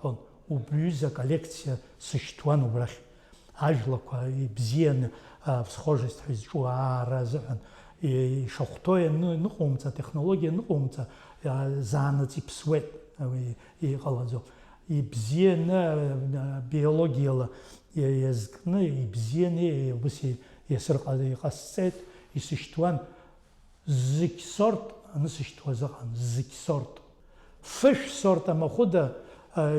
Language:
Abkhazian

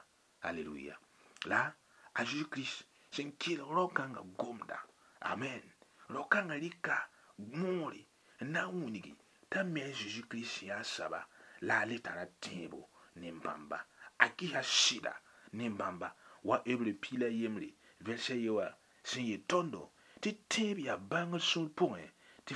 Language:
Mossi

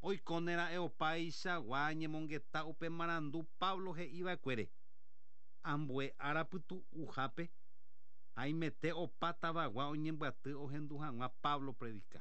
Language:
Guarani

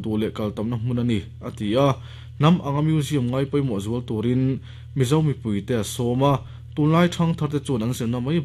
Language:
Mizo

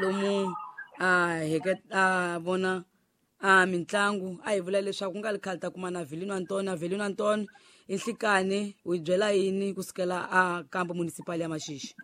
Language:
Tsonga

